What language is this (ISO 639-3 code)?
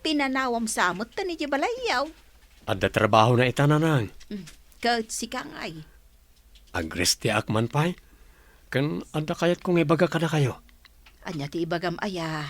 ilo